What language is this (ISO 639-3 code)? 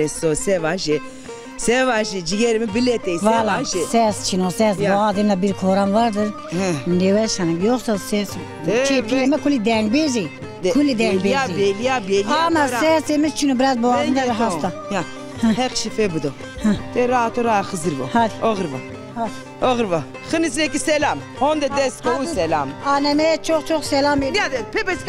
zza